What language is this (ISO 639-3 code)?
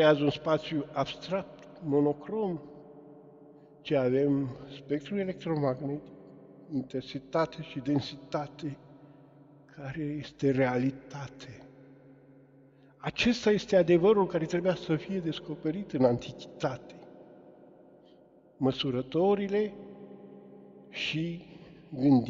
ron